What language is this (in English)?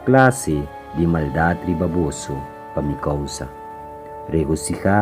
Papiamento